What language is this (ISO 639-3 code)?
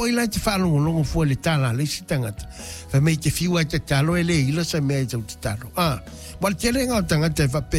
smo